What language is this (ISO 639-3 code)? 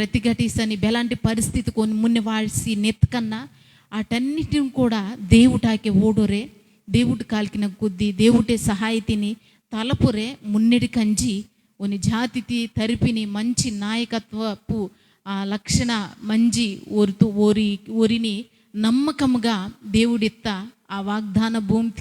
kff